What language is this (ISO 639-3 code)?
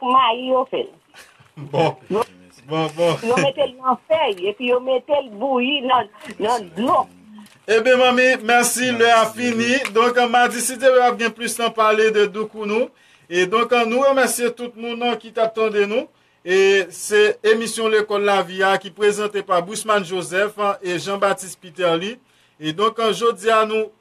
hat